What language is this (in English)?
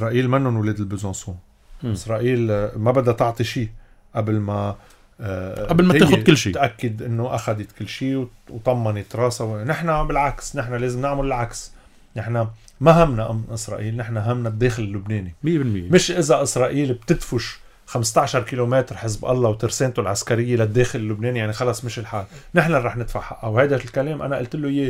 North Levantine Arabic